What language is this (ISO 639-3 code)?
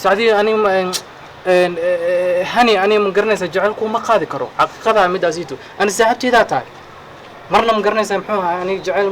som